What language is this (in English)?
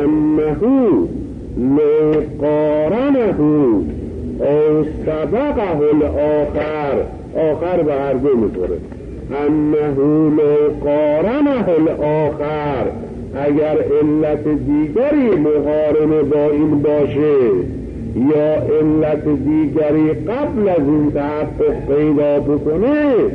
Persian